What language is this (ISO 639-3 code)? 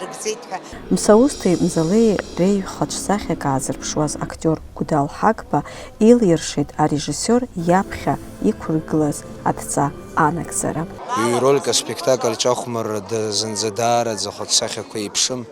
abk